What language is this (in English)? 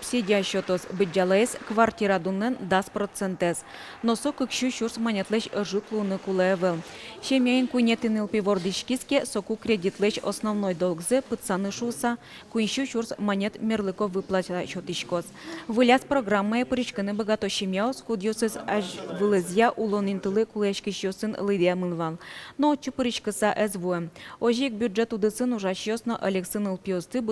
Udmurt